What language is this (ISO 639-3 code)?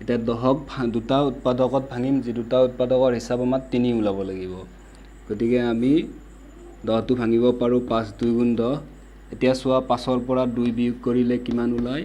asm